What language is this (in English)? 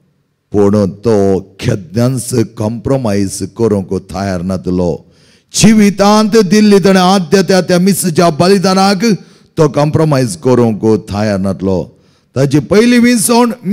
Konkani